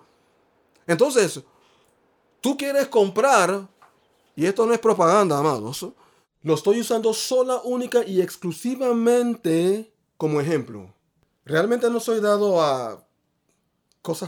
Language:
Spanish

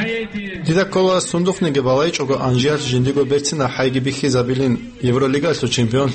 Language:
Avaric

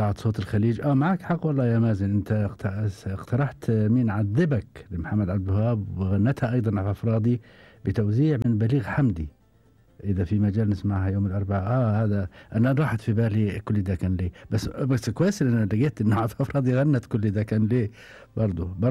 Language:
Gulf Arabic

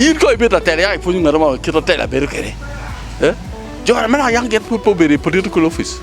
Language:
Acoli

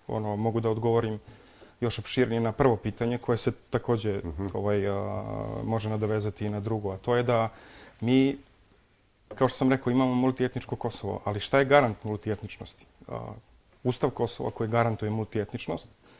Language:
Serbian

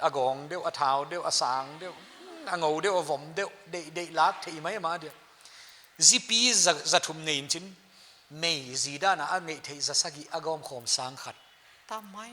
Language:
Paite Chin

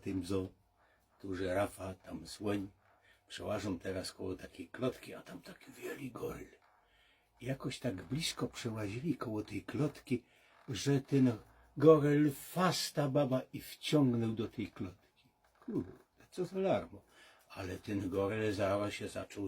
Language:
Silesian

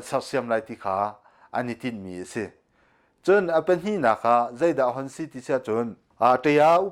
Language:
Hakha Chin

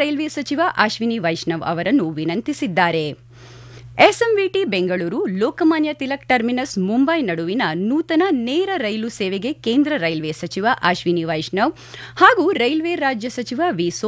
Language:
Kannada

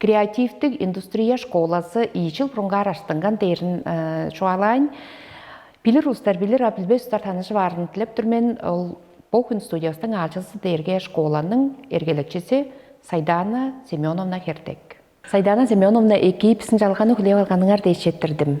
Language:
Tuvinian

